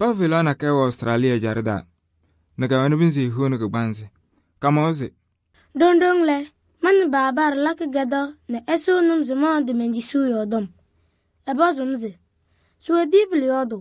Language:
Kabiyè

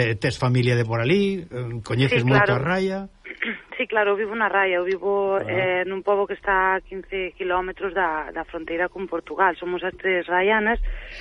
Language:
Galician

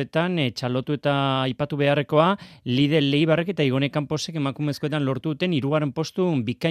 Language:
Basque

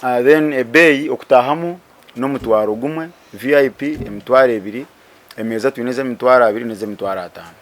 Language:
Nyankole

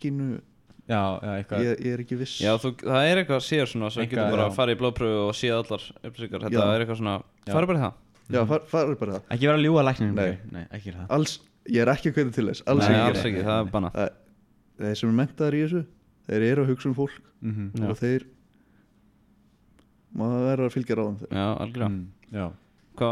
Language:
Icelandic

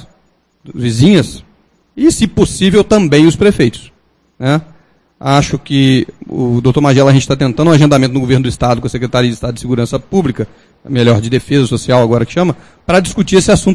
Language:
Portuguese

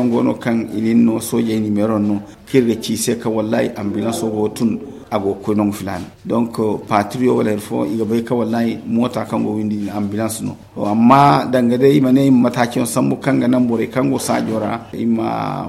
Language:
Zarma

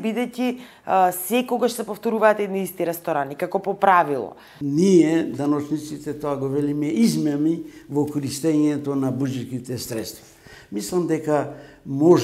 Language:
Macedonian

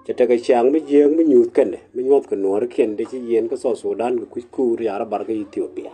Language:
Nuer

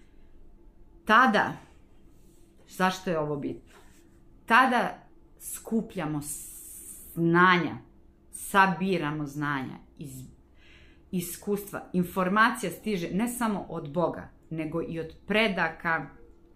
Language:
Serbian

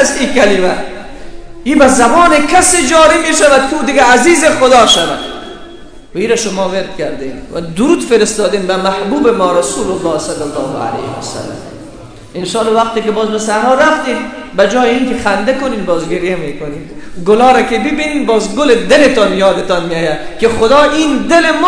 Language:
Persian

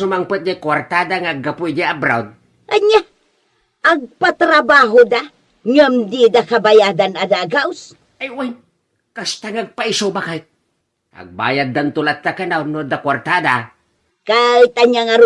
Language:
Iloko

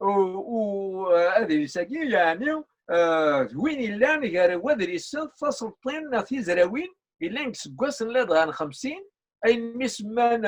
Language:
Kabyle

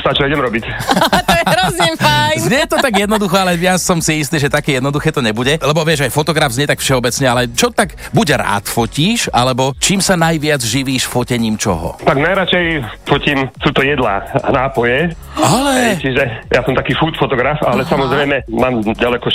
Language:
Slovak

